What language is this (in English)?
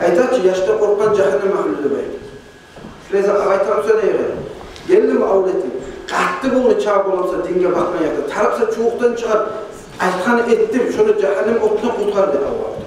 Kumyk